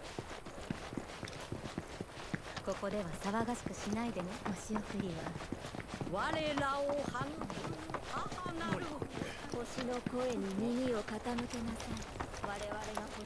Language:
Japanese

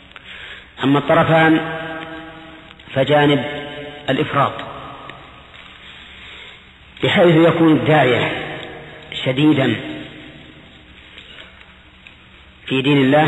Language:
Arabic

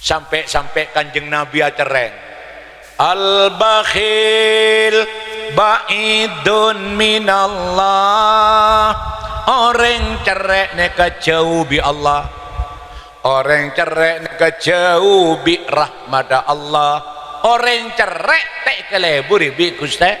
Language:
Madurese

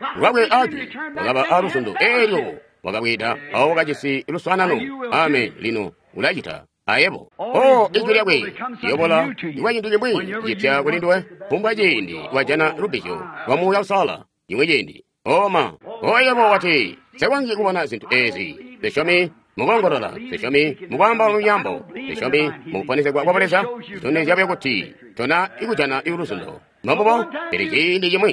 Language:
Tonga (Zambia)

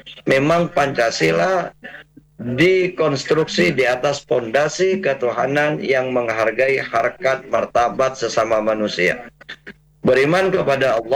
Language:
Indonesian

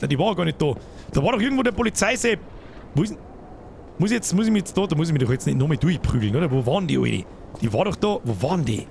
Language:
Bavarian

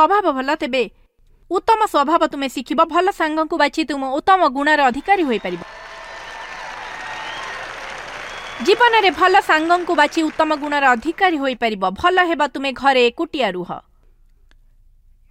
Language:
Odia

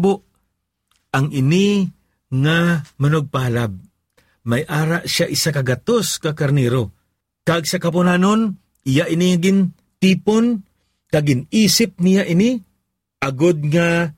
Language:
Hiligaynon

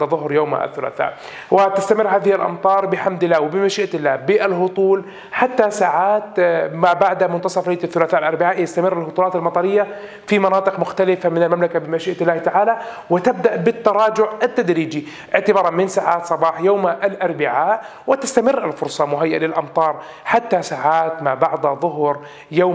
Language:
Arabic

